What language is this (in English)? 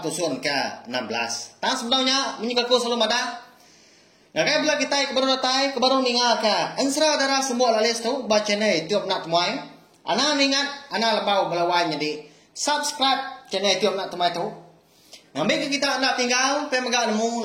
Iban